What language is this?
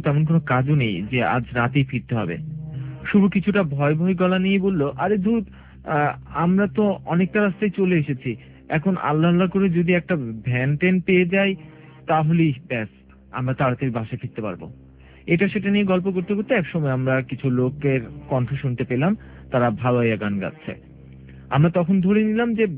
Bangla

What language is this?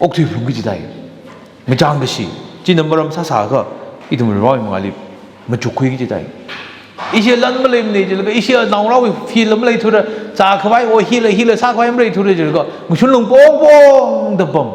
Tangkhul Naga (India)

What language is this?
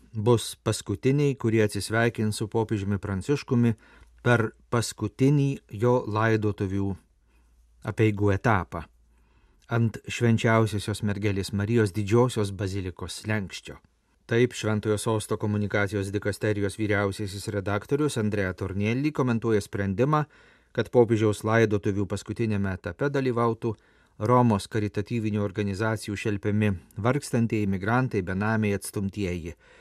Lithuanian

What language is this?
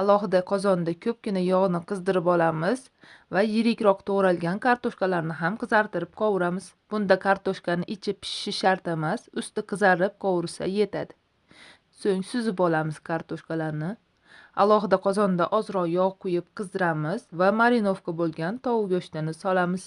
Uzbek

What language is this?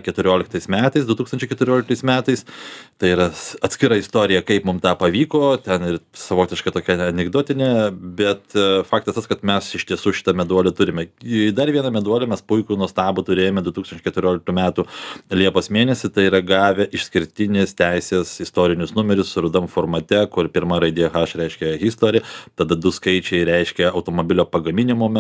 Lithuanian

